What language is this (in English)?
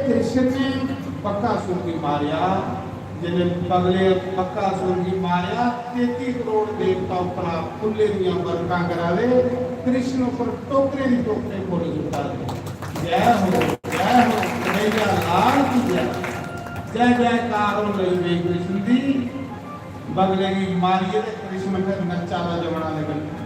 Dogri